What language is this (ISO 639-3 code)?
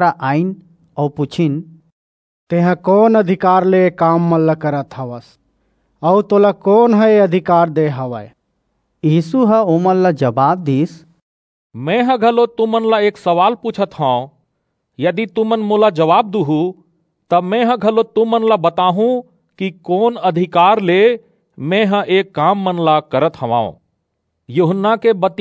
hne